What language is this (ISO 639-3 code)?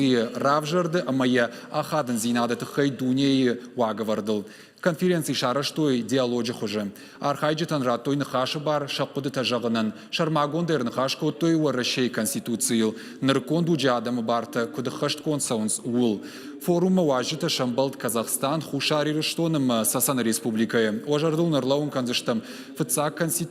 oss